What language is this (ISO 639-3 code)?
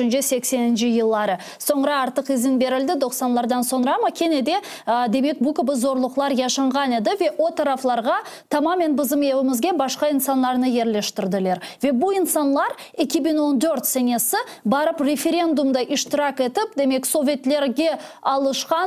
crh